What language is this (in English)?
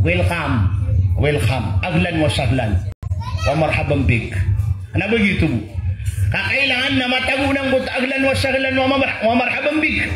Maranao